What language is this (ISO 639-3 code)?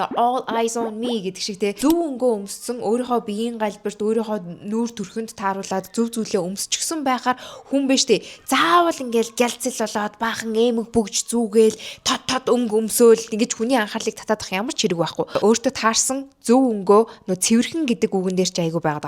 mon